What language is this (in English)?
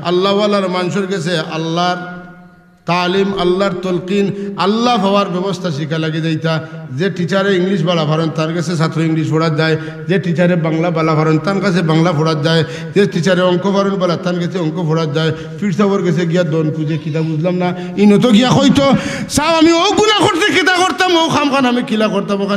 Sylheti